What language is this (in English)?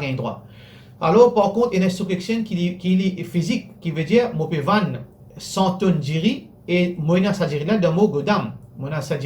Morisyen